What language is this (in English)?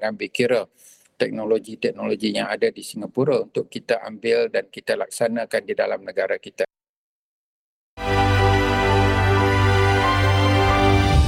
Malay